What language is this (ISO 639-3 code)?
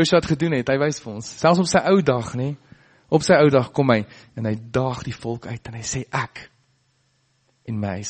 afr